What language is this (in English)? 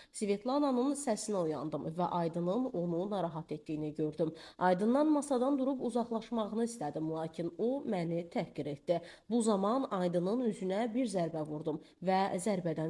Azerbaijani